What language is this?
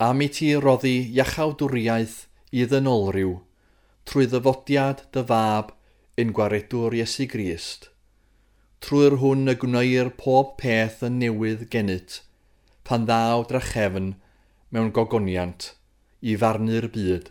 Welsh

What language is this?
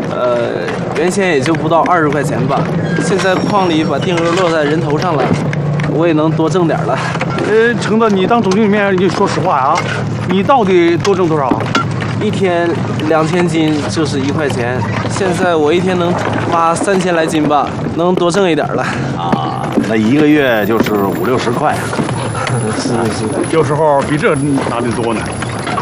Chinese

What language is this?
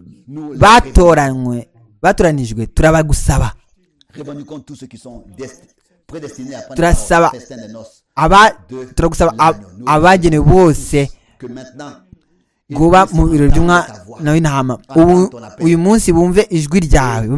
Kinyarwanda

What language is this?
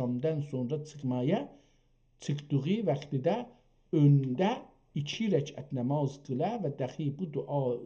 South Azerbaijani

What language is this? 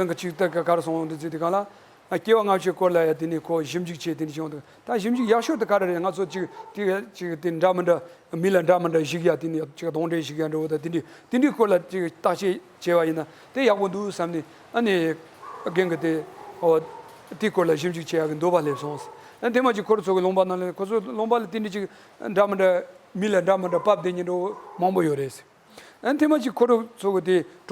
Tibetan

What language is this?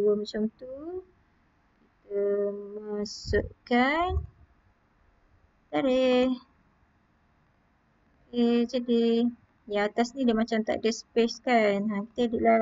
Malay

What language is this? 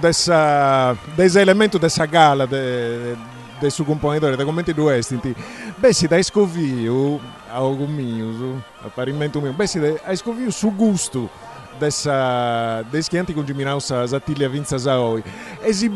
Sardinian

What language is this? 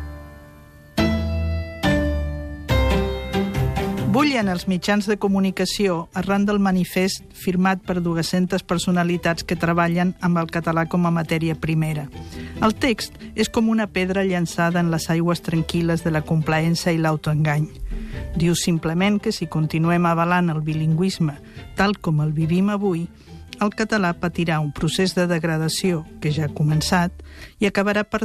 Catalan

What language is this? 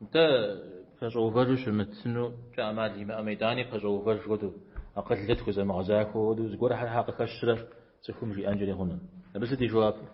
Kabardian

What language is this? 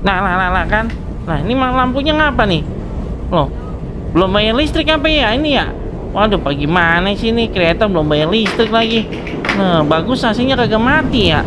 Betawi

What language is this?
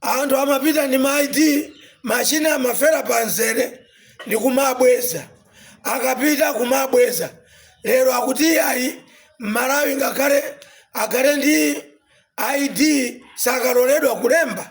Nyanja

